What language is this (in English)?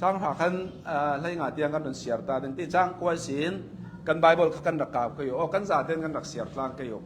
Hakha Chin